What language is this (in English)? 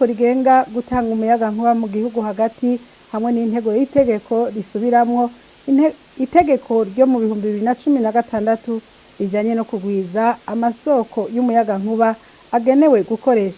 Rundi